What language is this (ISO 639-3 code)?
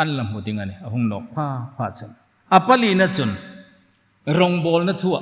hmr